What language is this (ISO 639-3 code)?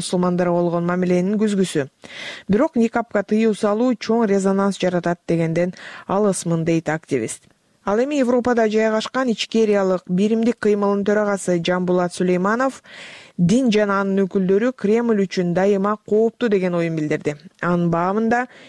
kir